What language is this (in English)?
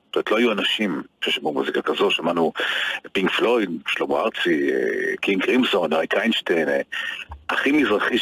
Hebrew